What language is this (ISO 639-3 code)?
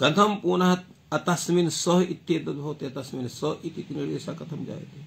san